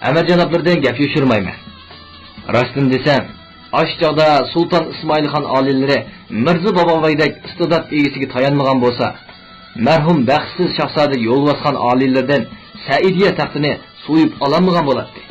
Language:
Uyghur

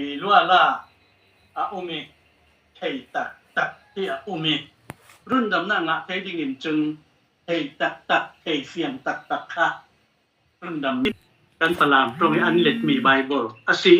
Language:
Falam Chin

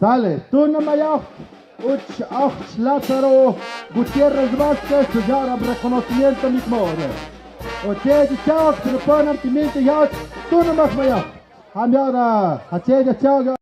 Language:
Tlahuitoltepec Mixe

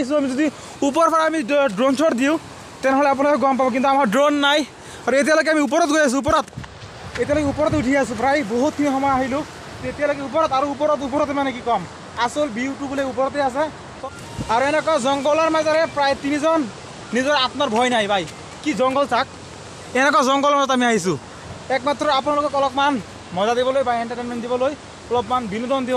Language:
Assamese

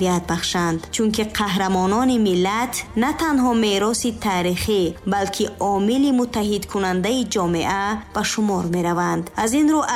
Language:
Tajik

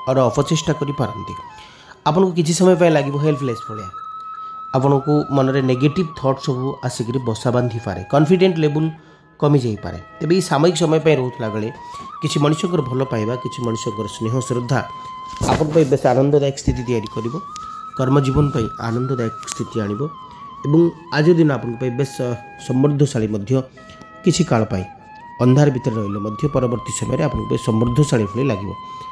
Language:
Odia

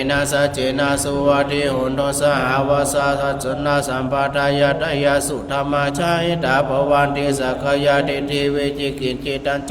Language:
Pali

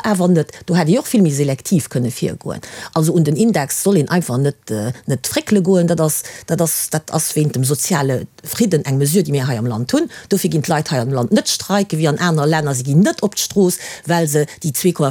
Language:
Luxembourgish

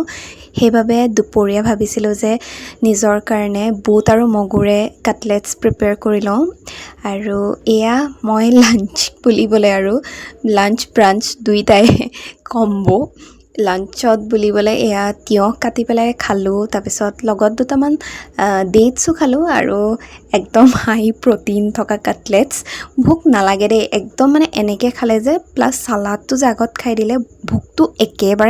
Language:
Assamese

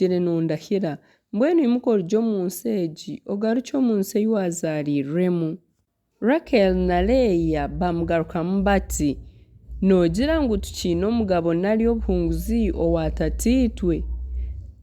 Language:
Nyankole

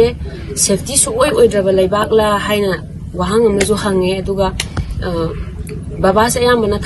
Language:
Manipuri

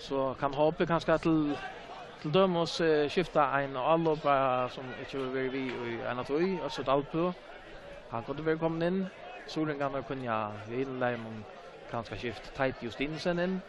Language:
Faroese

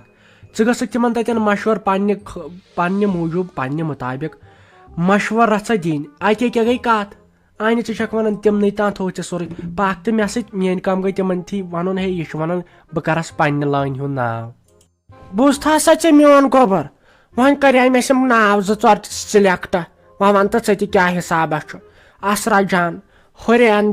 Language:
Kashmiri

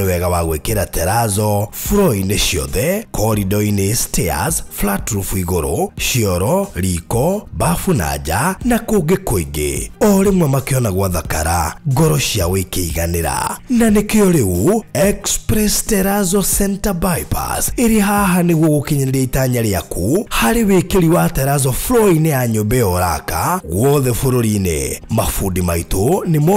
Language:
Kikuyu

